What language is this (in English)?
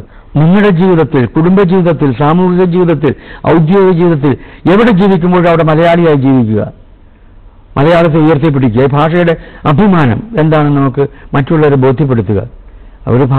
Malayalam